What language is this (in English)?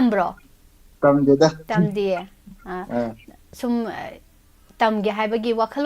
Manipuri